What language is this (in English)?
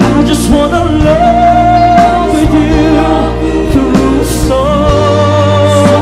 Waray